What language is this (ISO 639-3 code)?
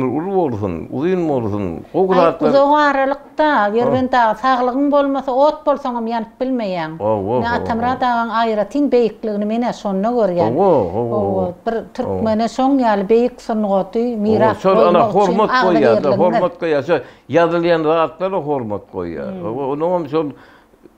tuk